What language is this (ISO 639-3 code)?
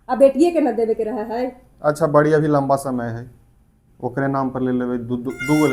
mag